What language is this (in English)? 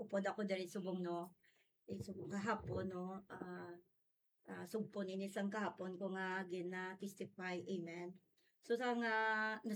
Hiligaynon